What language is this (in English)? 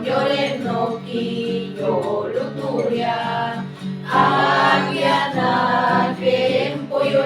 Mayo